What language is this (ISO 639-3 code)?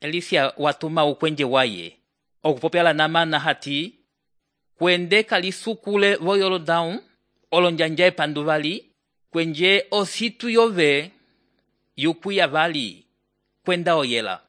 umb